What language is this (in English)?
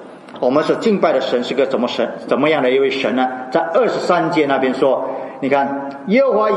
Chinese